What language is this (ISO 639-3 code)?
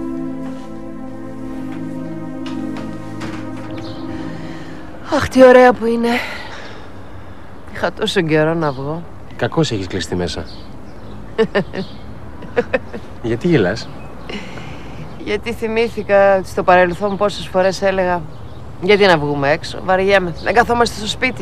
ell